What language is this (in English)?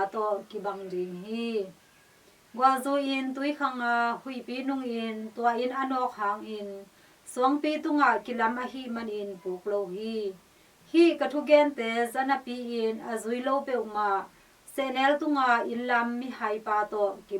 Tedim Chin